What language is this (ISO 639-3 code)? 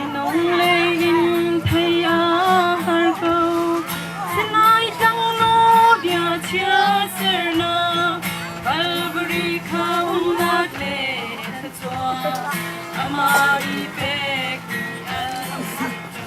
cnh